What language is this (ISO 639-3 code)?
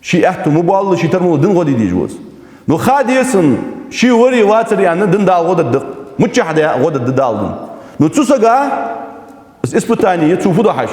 inh